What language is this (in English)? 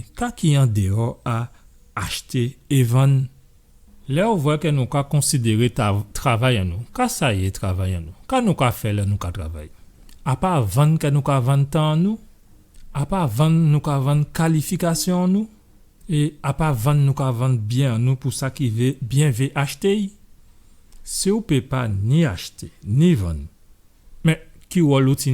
Guadeloupean Creole French